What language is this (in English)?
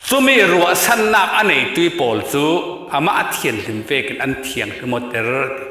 Falam Chin